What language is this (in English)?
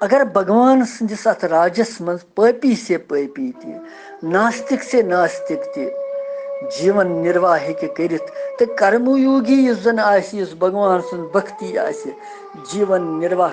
Kashmiri